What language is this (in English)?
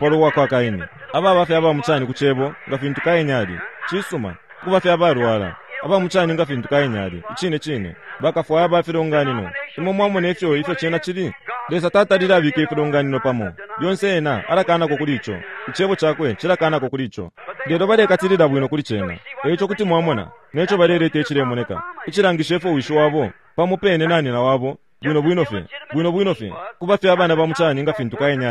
Bemba